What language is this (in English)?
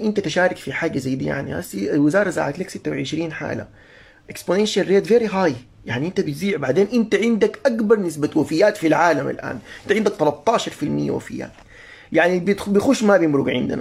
Sudanese Arabic